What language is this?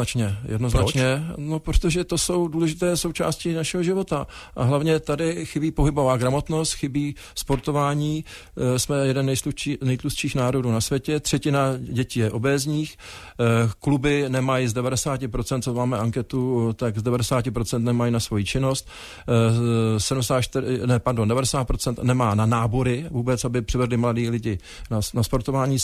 Czech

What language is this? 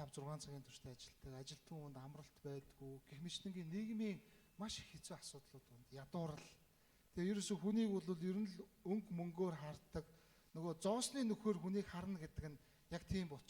Mongolian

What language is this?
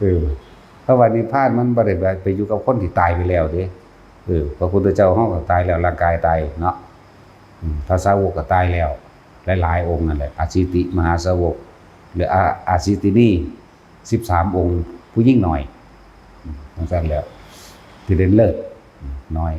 Northeastern Thai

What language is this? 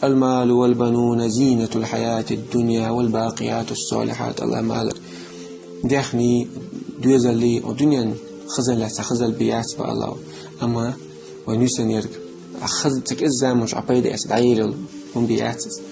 Chechen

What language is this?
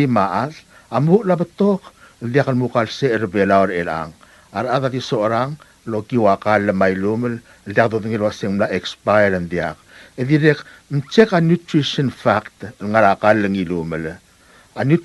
Palauan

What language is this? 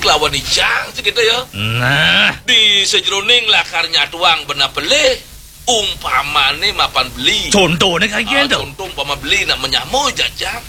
Balinese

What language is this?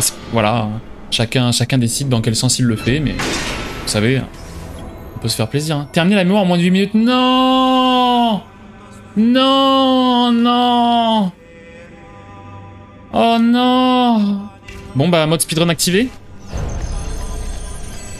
French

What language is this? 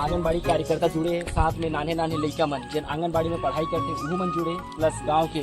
Chhattisgarhi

